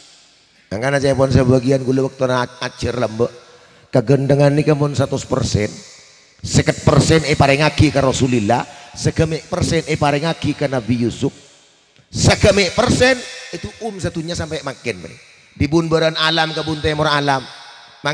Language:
Madurese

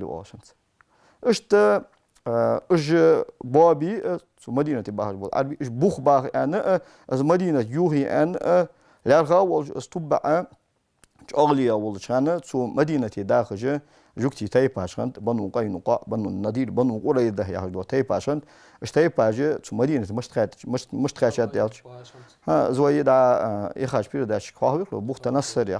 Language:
Ingush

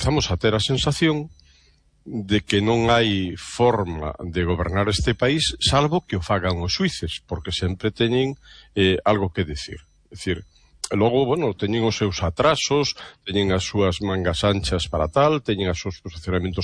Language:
Galician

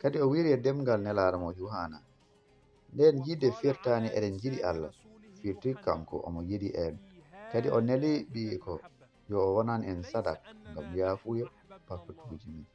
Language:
Fula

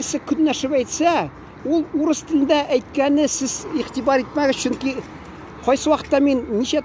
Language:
Tatar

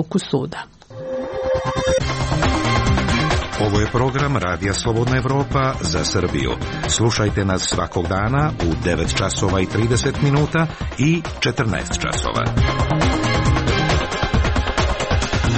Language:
Serbian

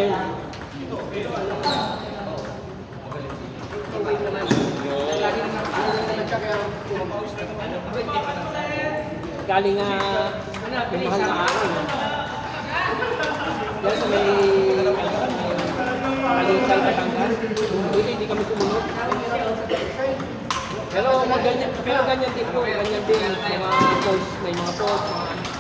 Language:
Filipino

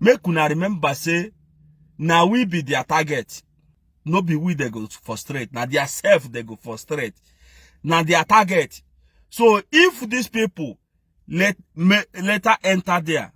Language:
Nigerian Pidgin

